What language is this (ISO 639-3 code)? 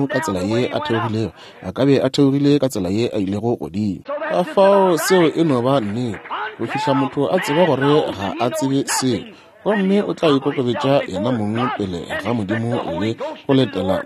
nso